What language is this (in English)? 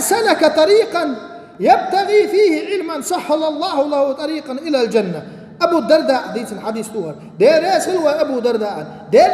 Chechen